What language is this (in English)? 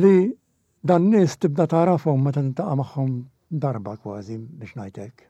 Maltese